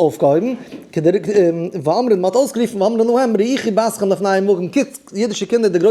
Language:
Yiddish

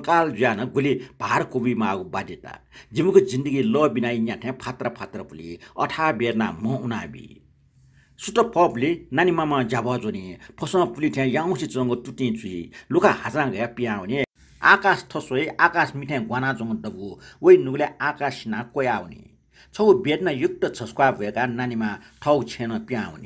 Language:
Newari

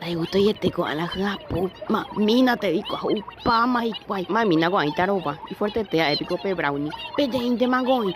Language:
Guarani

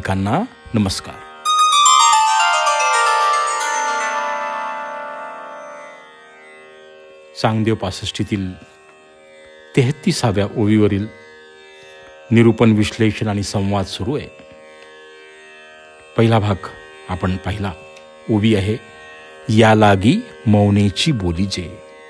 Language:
Marathi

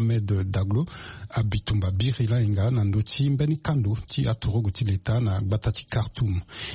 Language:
Sango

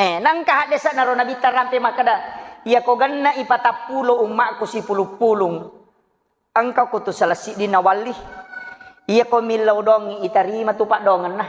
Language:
Buginese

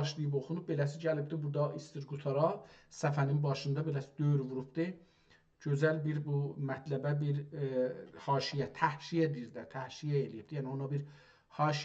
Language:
South Azerbaijani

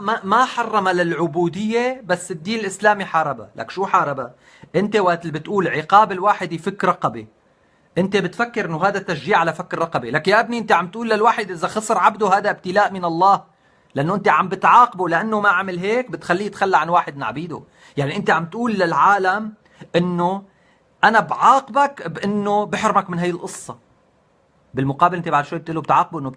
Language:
North Levantine Arabic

